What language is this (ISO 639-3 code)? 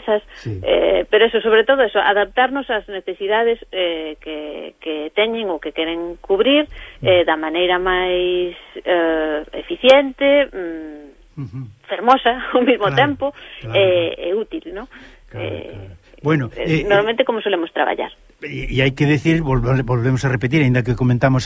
glg